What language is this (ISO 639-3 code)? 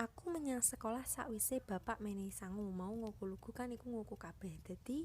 jav